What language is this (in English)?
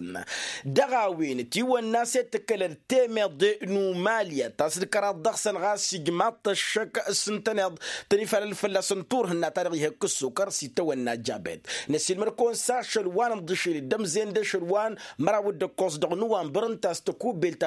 Tamasheq